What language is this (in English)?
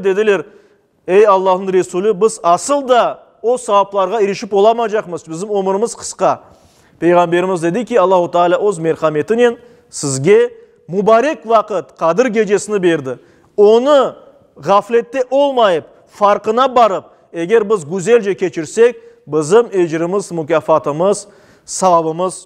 Crimean Tatar